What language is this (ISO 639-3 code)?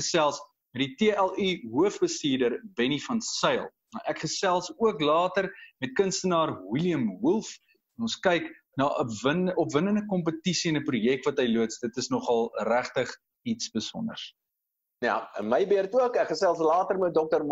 afr